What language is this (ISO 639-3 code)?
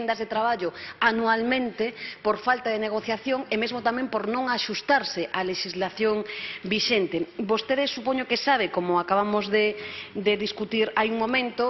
glg